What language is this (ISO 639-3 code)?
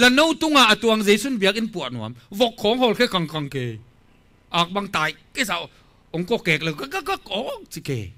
ctd